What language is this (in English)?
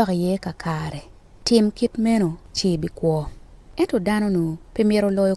Acoli